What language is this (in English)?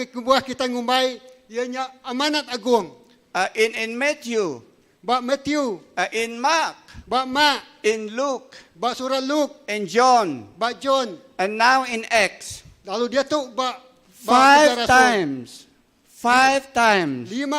Iban